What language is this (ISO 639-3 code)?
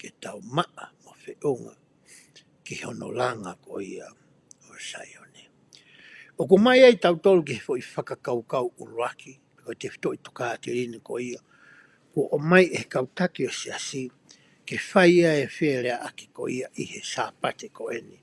ton